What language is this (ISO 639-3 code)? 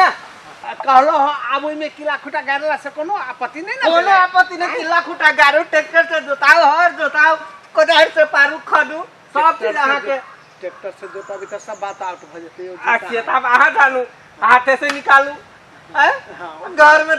mai